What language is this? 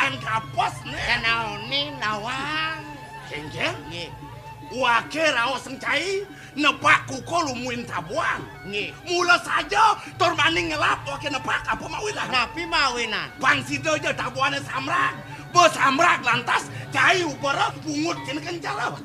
Balinese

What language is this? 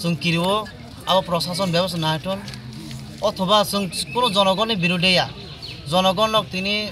Kok Borok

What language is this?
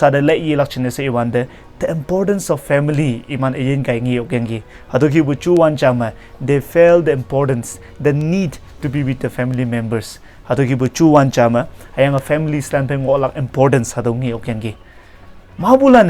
Konyak Naga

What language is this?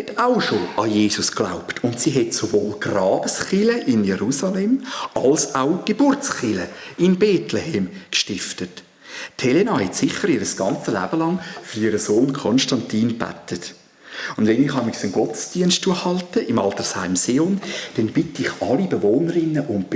Swiss German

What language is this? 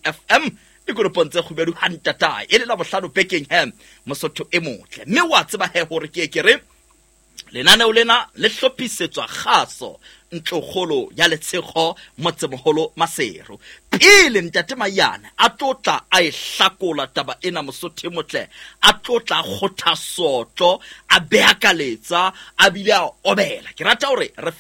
Southern Sotho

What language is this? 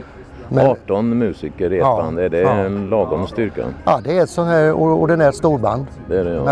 Swedish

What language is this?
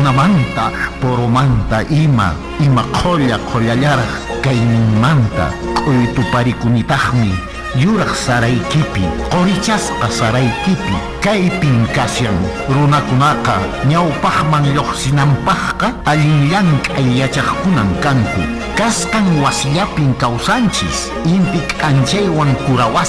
Quechua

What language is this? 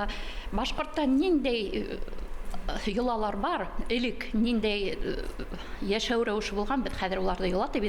Bashkir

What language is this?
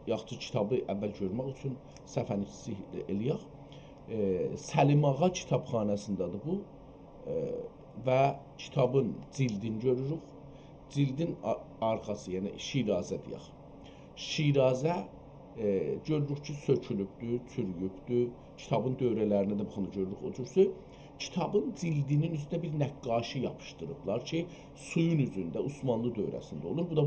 South Azerbaijani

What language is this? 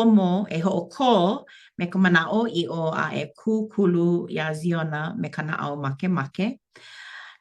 Hawaiian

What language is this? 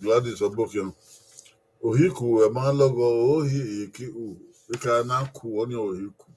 Bini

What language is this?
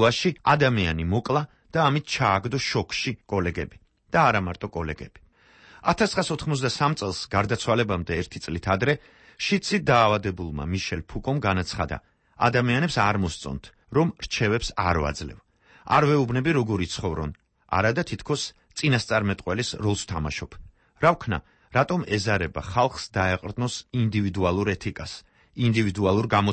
Georgian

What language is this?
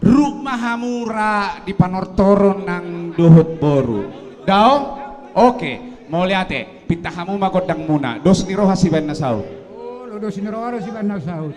Batak Toba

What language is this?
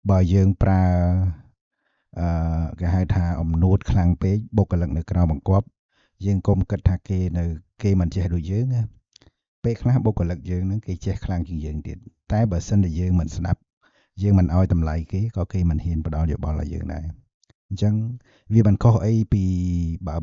Khmer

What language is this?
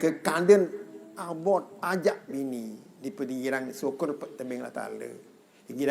Sasak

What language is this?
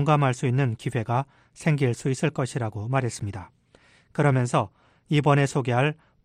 Korean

